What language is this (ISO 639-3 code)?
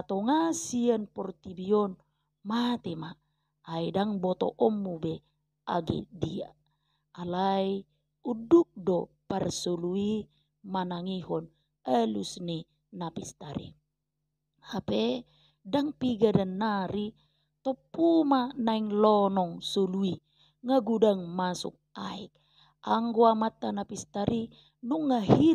bbc